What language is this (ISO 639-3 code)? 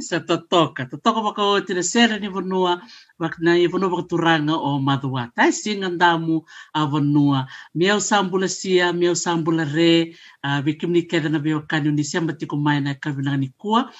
fij